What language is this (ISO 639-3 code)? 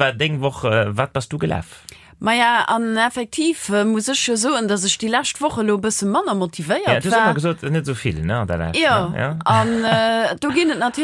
ltz